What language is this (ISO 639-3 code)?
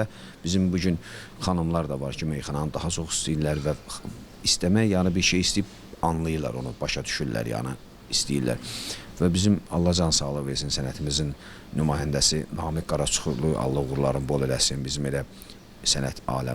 aze